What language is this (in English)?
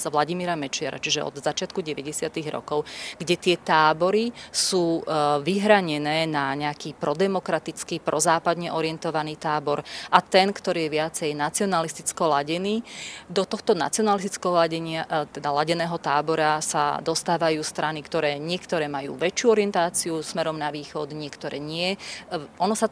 Slovak